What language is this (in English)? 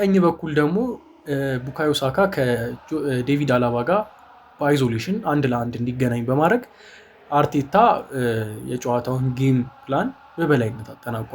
Amharic